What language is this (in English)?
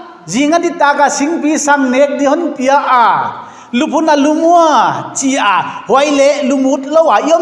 Paite Chin